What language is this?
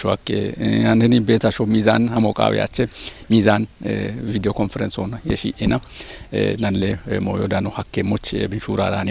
Kafa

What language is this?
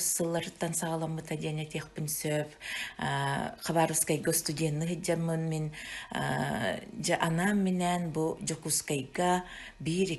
Yakut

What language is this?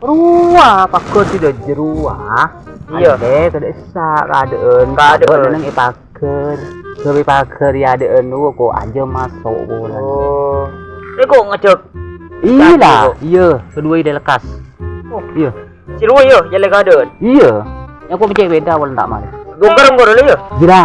Madurese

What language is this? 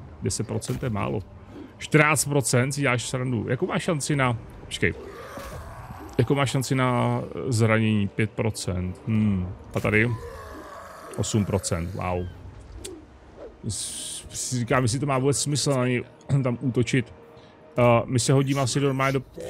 Czech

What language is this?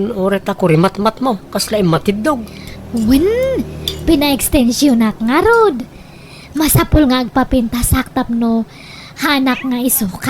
Iloko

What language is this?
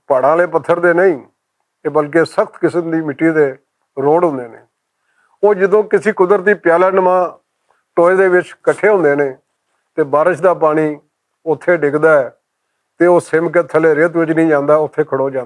Western Panjabi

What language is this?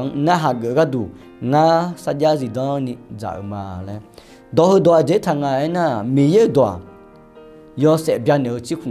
Akha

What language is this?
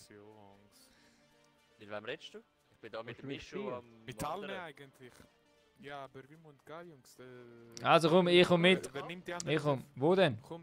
Swiss German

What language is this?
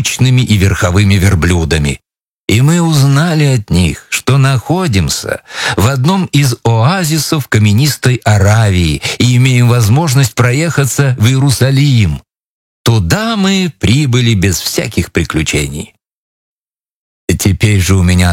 Russian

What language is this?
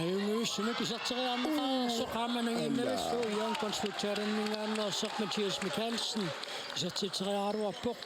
Kalaallisut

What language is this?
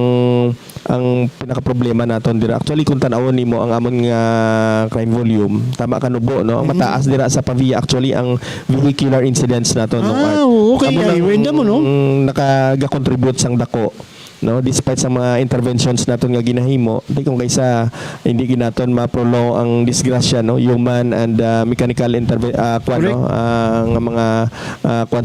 Hiligaynon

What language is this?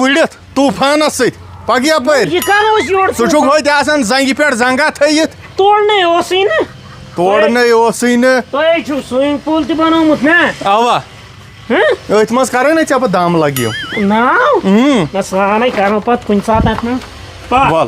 Kashmiri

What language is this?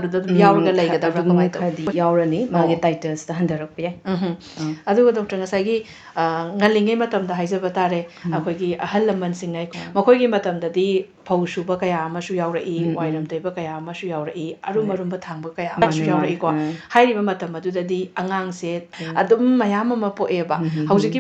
Manipuri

